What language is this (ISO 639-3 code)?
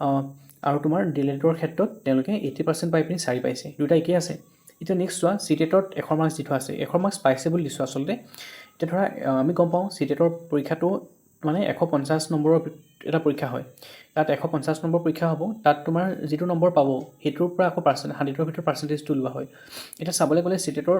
asm